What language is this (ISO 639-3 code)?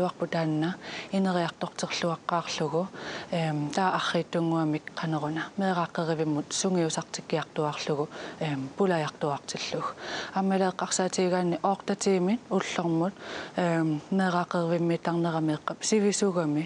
kal